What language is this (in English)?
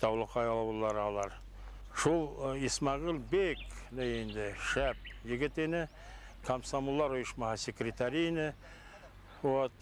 Bashkir